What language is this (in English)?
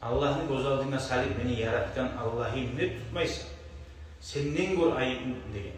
Kumyk